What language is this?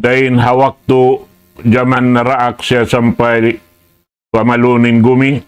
Tausug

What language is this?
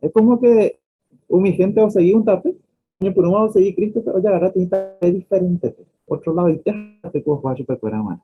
Guarani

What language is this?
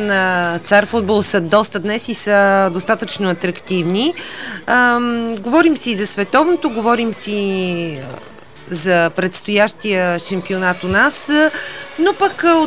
Bulgarian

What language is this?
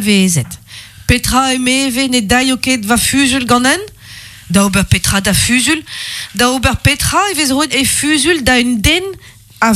Breton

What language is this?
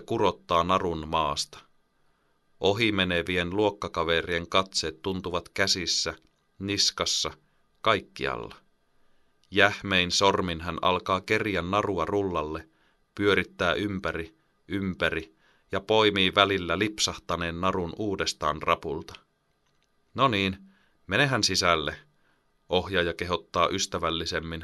Finnish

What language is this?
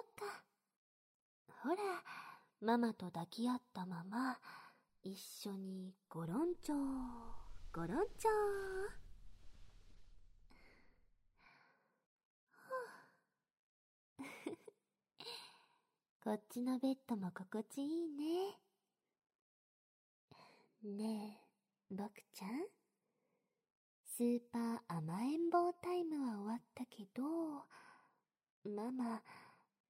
Japanese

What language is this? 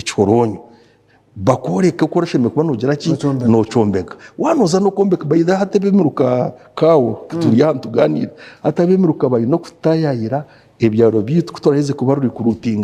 Nyankole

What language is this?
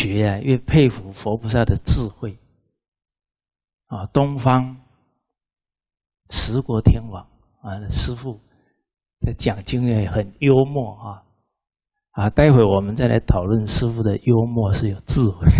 Chinese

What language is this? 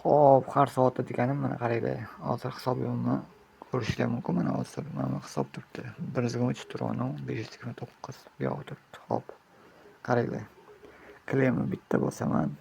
Uzbek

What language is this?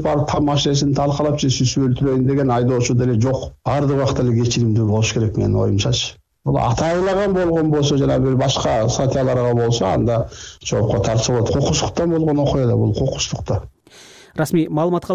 Kyrgyz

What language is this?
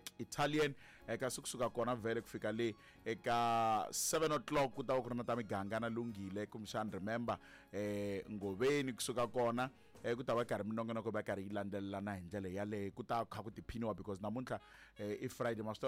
Tsonga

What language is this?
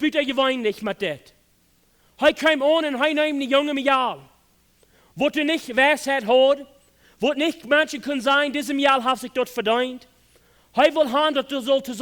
Plautdietsch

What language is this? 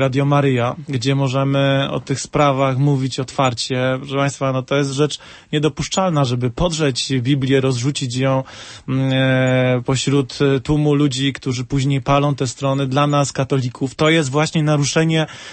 Polish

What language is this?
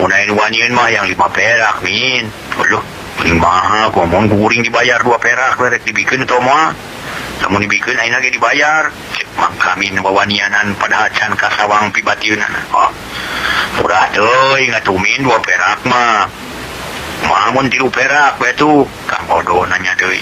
Sundanese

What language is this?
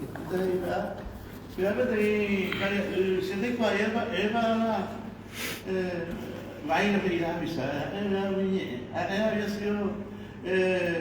Guarani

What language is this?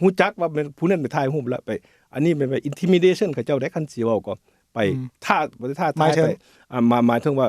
Lao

